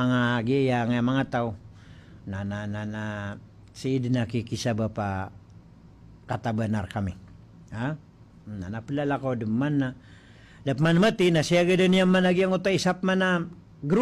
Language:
Maranao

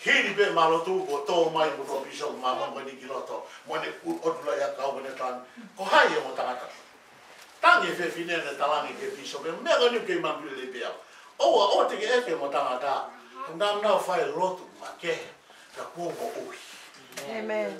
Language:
Tongan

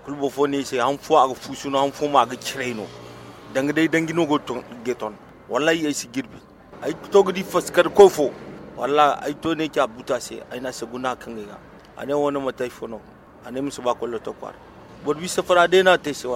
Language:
Zarma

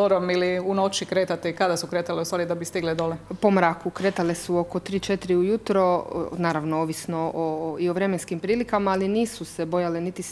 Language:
Croatian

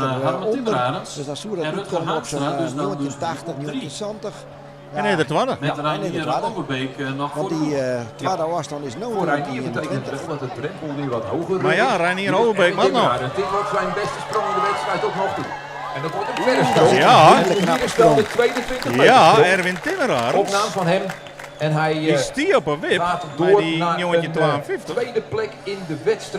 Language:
Western Frisian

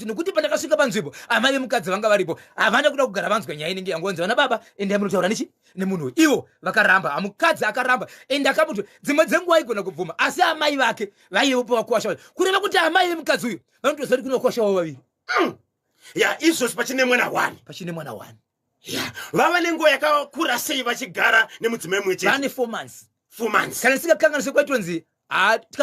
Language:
Shona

